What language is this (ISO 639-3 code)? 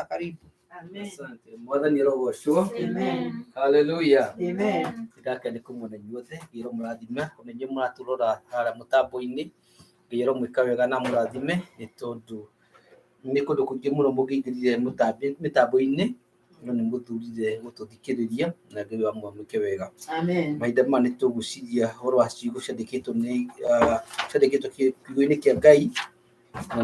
kik